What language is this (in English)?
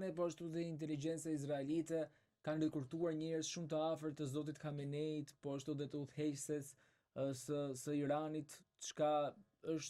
Albanian